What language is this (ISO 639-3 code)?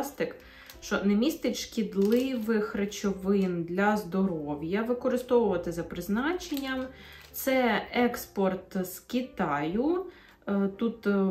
ukr